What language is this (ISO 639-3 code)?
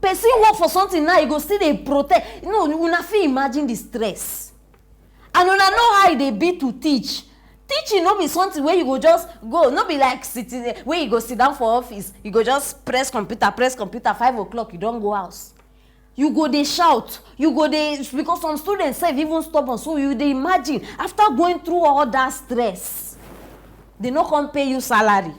pcm